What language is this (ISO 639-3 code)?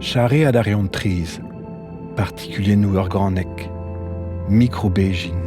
bre